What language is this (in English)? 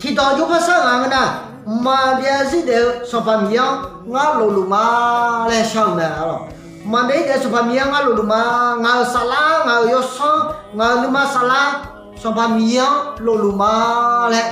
Akha